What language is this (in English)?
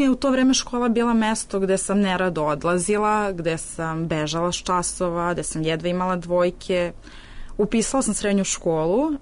Serbian